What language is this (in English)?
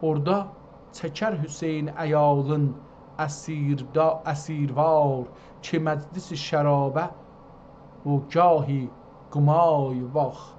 South Azerbaijani